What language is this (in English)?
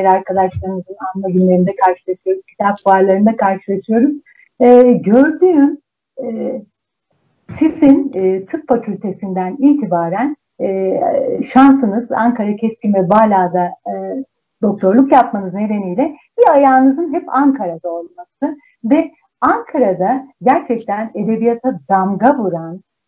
Turkish